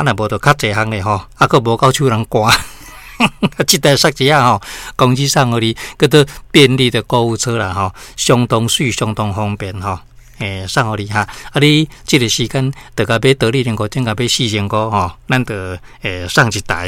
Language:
Min Nan Chinese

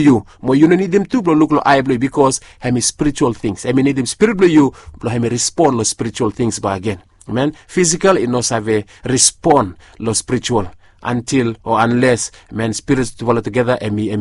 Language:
Bislama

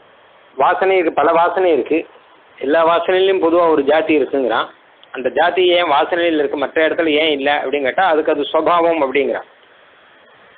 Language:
Tamil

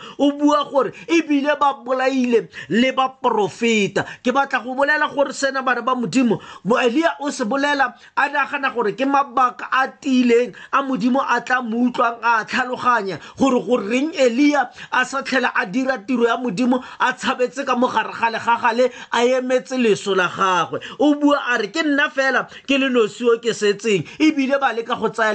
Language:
Tswana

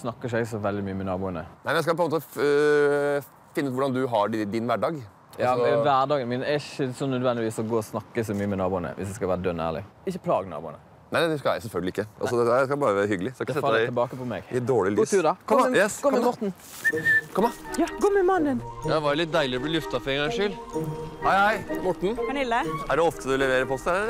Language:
Norwegian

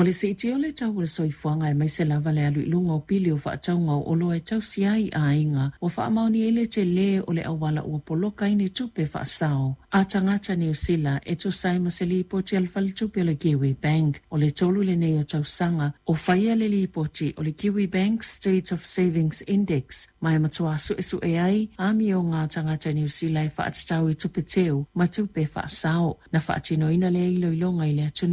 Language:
Samoan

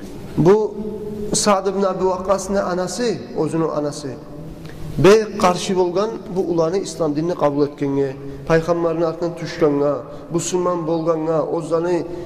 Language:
Kumyk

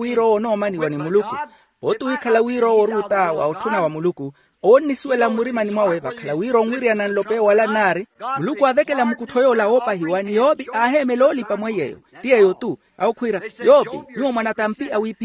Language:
Makhuwa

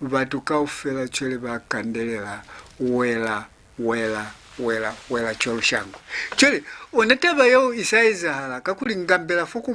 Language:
Lozi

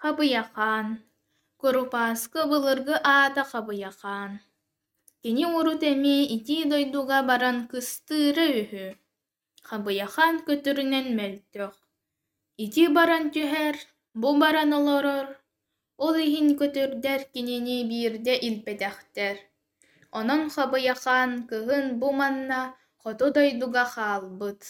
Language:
Yakut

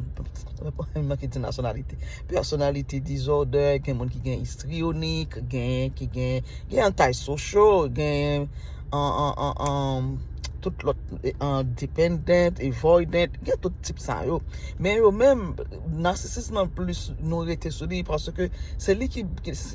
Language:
Haitian Creole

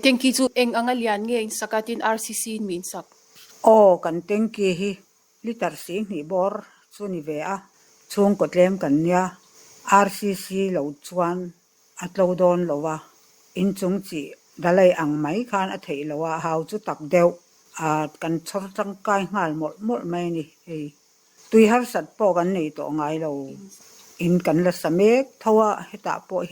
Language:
Mizo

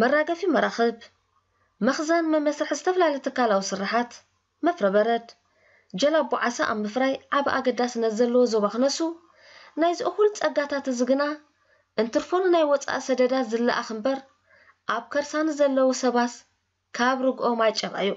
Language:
Tigrinya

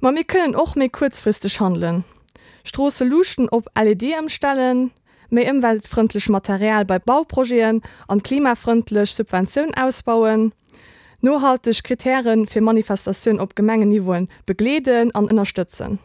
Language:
Luxembourgish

